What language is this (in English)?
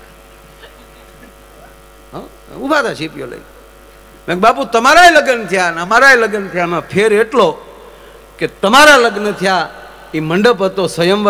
Gujarati